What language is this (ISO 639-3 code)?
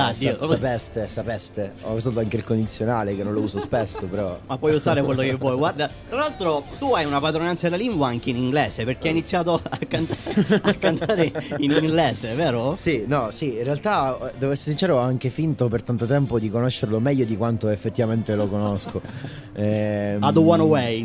ita